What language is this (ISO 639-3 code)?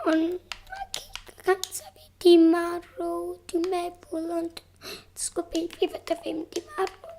cym